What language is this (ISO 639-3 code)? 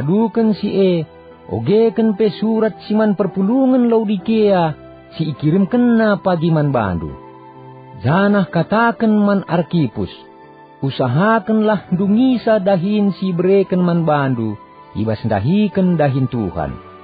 btx